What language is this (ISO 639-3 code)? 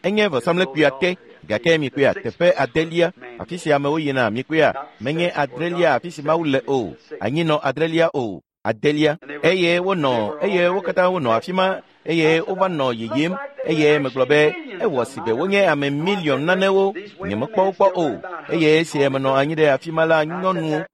ewe